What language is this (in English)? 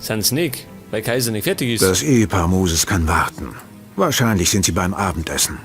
Bavarian